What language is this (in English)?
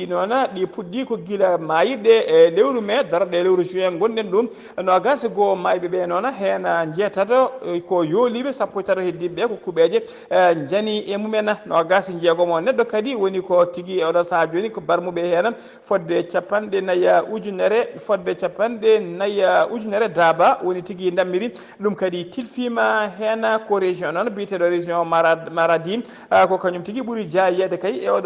Fula